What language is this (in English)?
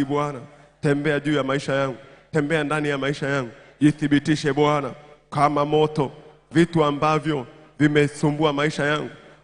Swahili